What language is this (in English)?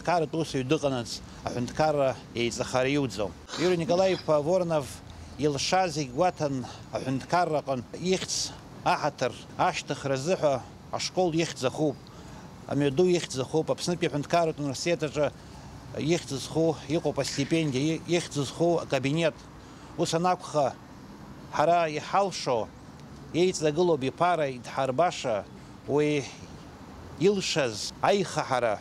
Abkhazian